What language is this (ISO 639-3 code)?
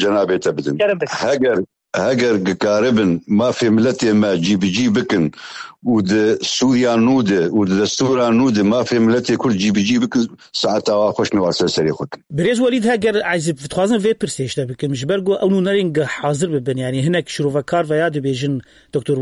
kur